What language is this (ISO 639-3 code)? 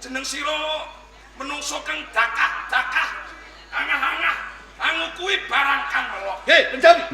jav